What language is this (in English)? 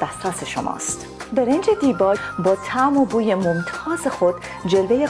Persian